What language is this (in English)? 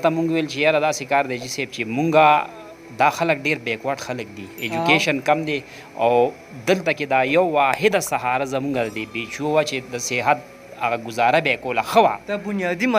Pashto